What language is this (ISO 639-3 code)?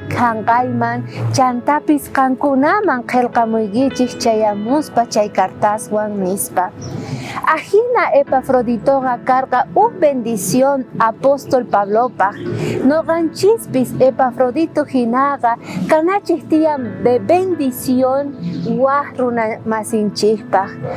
quh